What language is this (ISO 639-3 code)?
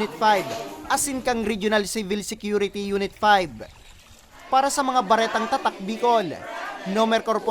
bik